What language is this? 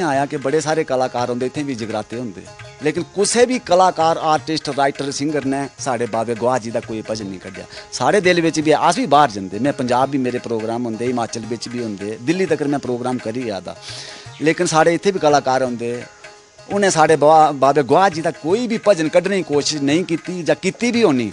Dogri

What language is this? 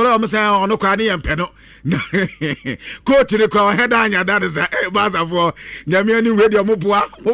Akan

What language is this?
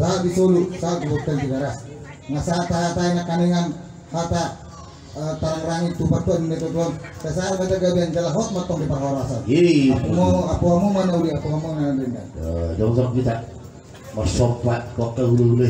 Batak Toba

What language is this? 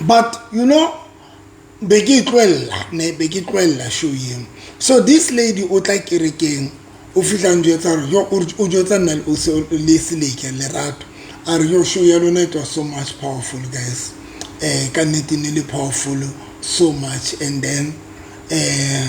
Southern Sotho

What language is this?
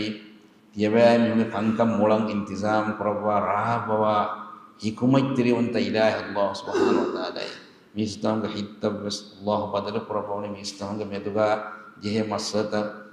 Divehi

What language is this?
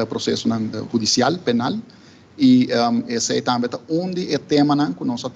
Papiamento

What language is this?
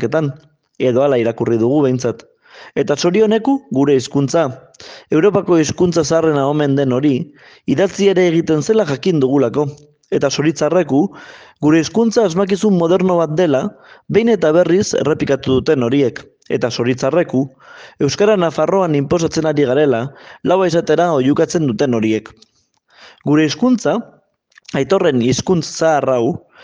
Basque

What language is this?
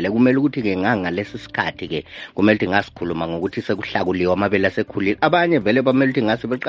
North Ndebele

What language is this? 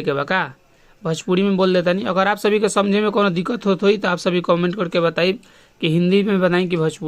Bhojpuri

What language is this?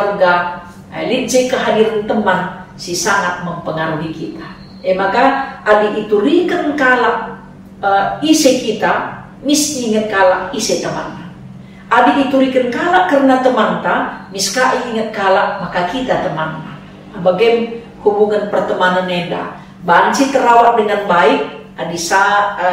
Batak Karo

